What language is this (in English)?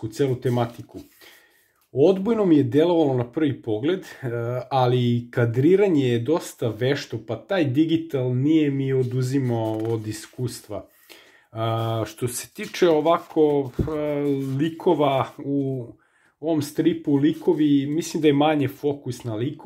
Serbian